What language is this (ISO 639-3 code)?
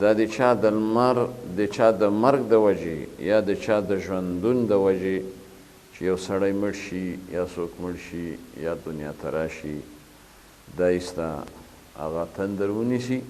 pus